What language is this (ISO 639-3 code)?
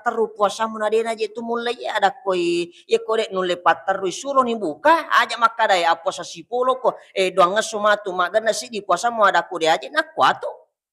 bug